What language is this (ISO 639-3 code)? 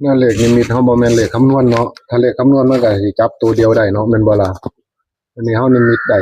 tts